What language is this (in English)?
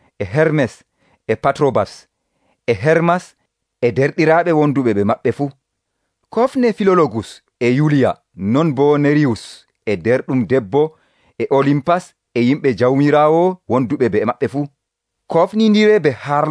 Nigerian Fulfulde